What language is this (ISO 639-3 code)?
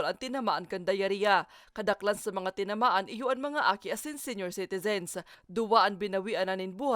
bik